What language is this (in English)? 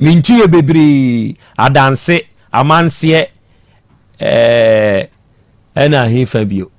Akan